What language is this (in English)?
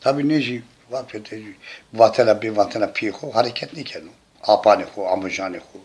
Zaza